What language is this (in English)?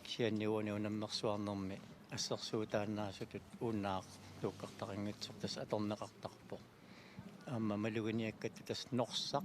Kalaallisut